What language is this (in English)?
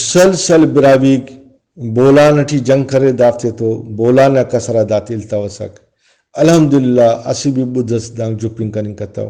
Brahui